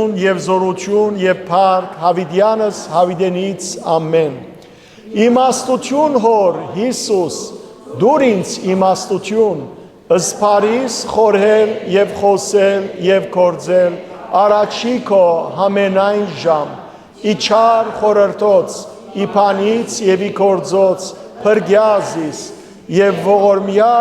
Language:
Western Armenian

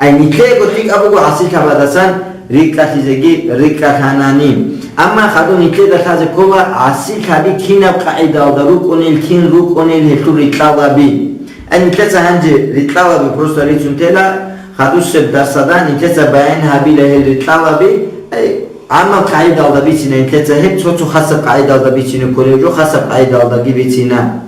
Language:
Avaric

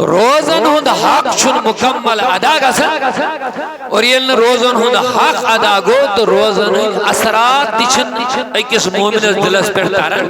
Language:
Kashmiri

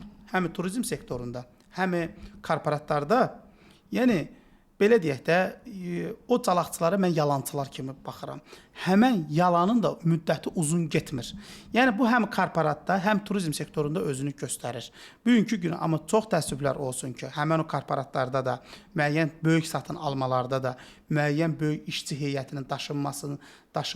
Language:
Azerbaijani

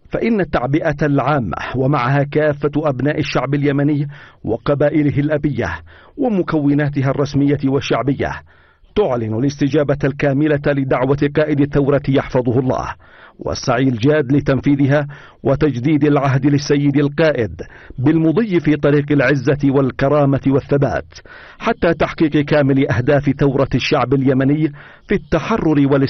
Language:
Arabic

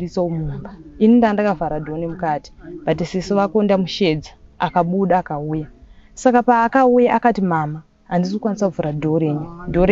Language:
Shona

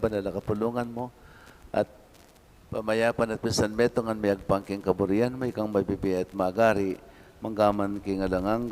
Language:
Pampanga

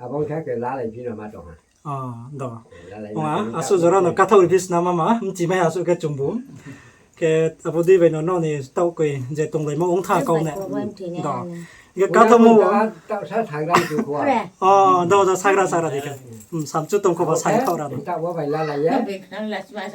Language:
Riang (India)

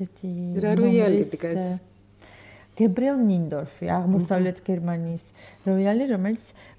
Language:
Georgian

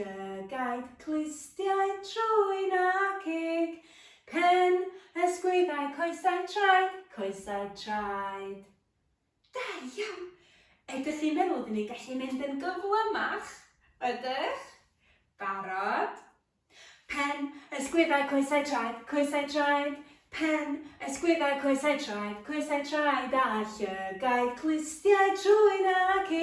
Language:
Welsh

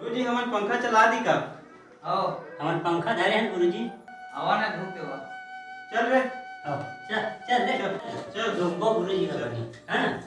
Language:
Chhattisgarhi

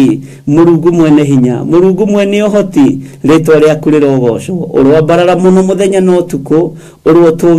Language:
Kikuyu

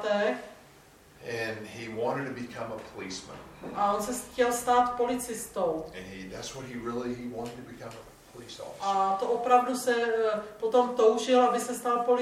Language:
Czech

